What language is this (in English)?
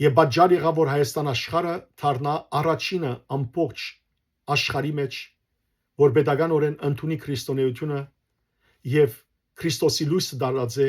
Western Armenian